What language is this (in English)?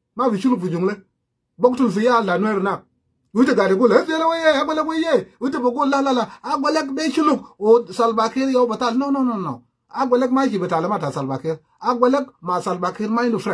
Sudanese Creole Arabic